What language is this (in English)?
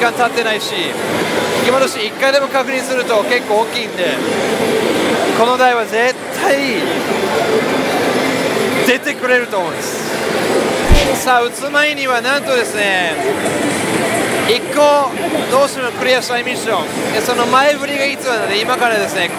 Japanese